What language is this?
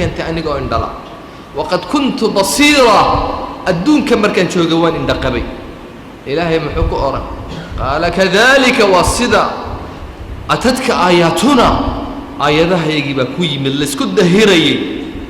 Somali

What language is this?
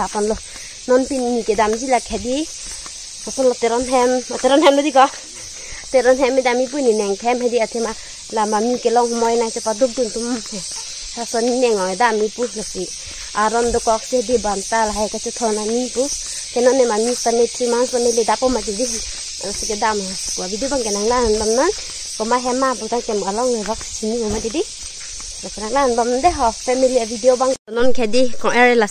Karbi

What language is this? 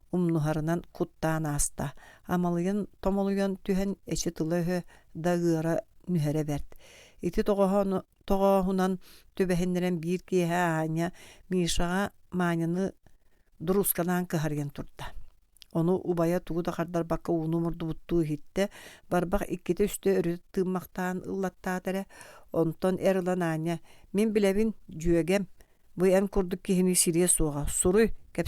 Yakut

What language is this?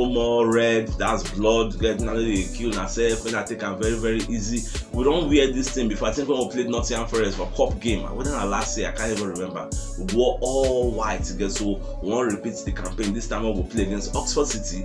Nigerian Pidgin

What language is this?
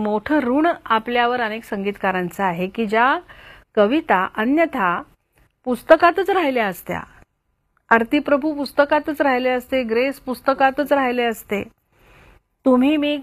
Marathi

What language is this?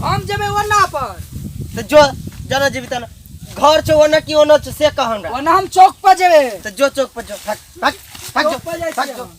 Maithili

